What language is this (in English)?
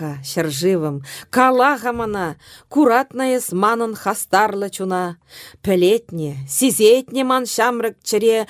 Chuvash